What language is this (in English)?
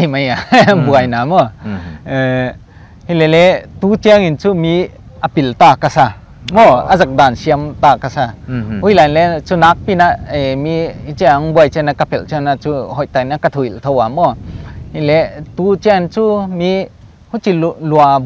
Paite Chin